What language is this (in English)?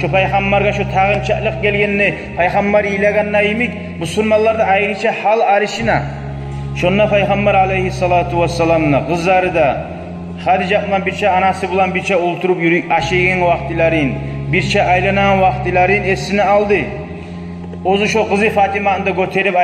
Kumyk